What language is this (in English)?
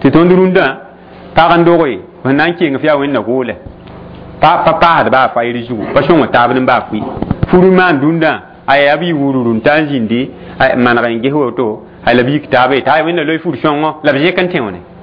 Mossi